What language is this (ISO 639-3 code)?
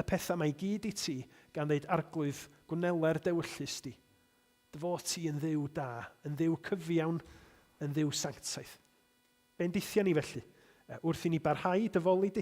cym